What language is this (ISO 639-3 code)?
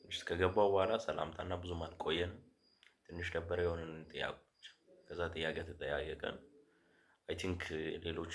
amh